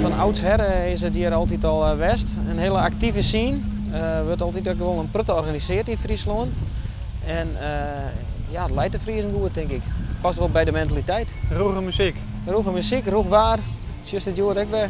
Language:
Western Frisian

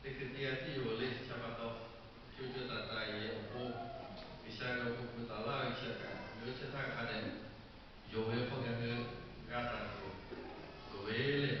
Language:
Lahu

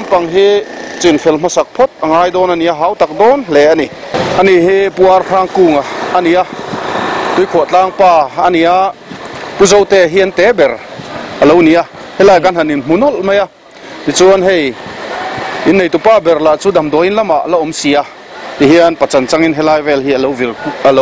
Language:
Mizo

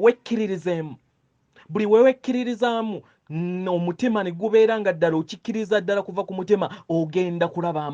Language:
Ganda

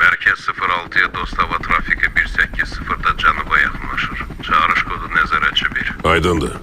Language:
Azerbaijani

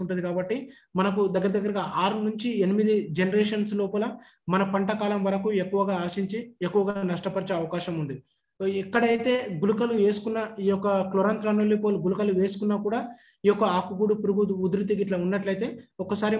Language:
Telugu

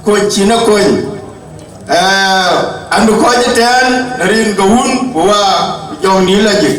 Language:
Dinka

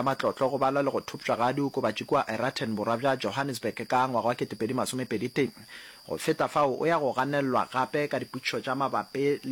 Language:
Northern Sotho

